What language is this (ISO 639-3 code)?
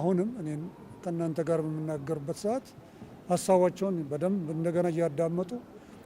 amh